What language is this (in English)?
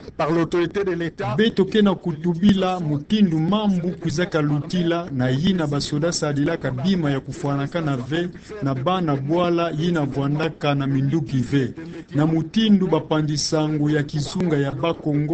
Kituba (Democratic Republic of Congo)